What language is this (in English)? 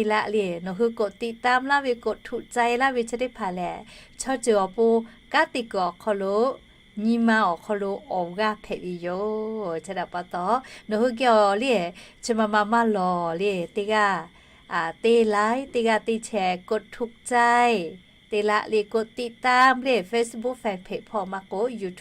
Lahu